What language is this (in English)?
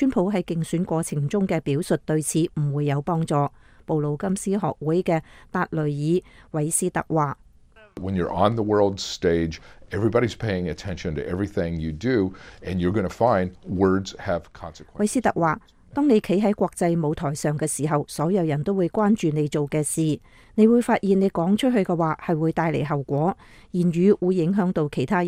Cantonese